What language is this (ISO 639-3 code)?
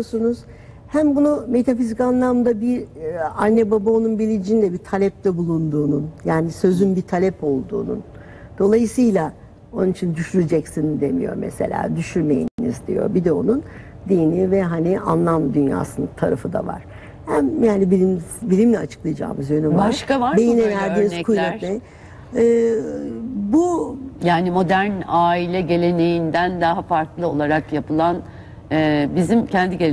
tur